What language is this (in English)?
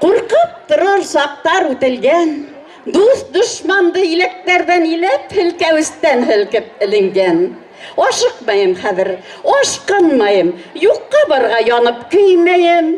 Bashkir